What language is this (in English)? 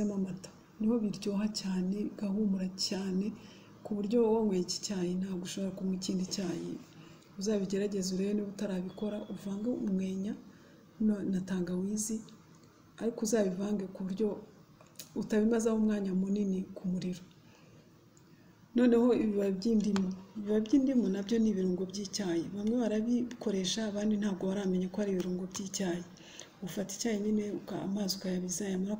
Kinyarwanda